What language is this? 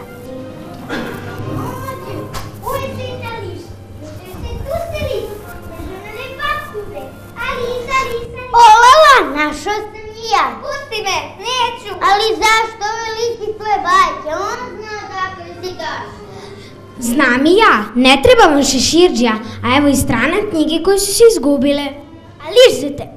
Serbian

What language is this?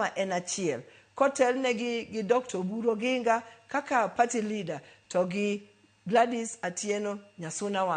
Luo (Kenya and Tanzania)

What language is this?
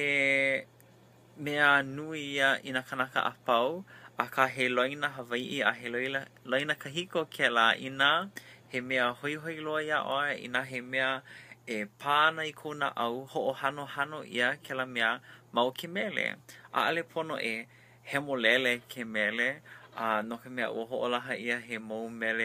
Hawaiian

